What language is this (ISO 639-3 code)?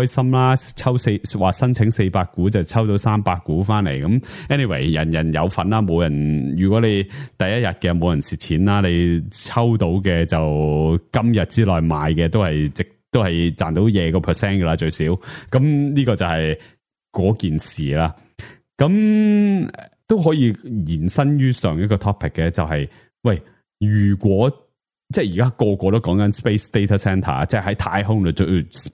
yue